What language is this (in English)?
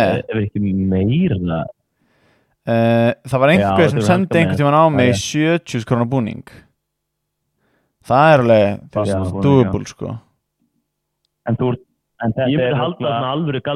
Icelandic